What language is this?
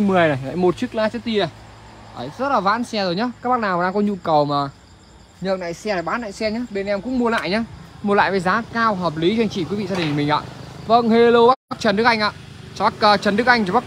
Vietnamese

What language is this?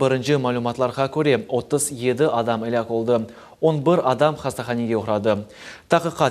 Crimean Tatar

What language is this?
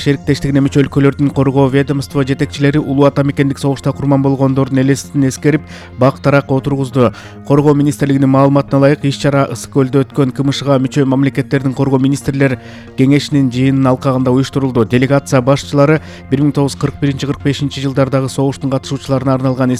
Kyrgyz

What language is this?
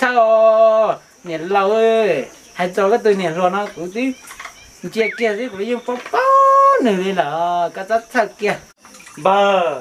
Hmong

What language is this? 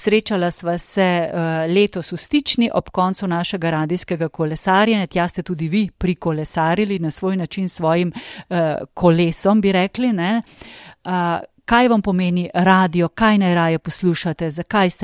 Slovenian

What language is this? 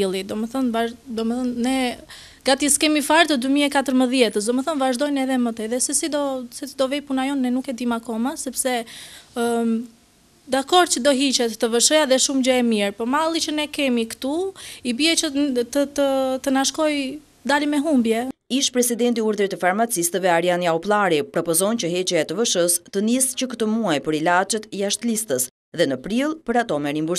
Albanian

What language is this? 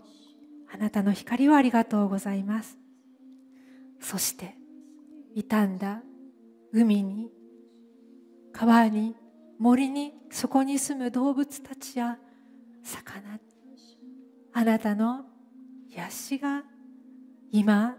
Japanese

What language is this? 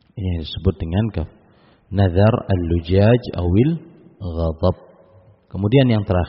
Indonesian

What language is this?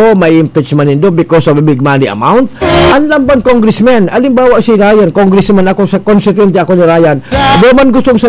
Bikol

